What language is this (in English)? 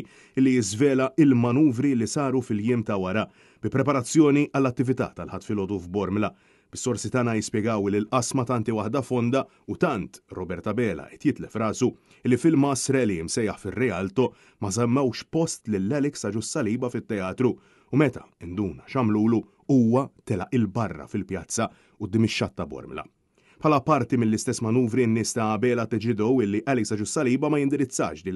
Maltese